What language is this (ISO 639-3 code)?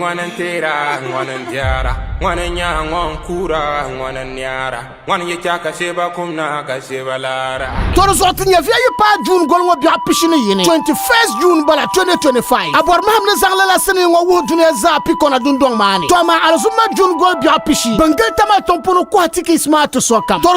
dag